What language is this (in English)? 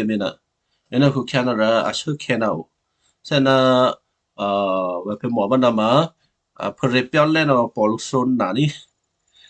Western Kayah